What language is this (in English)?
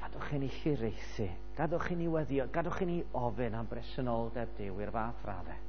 Welsh